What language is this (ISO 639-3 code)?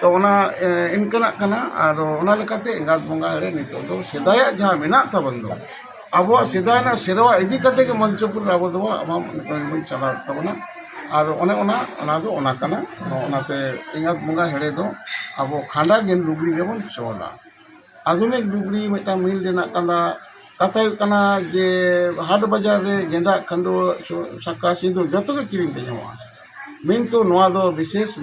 sat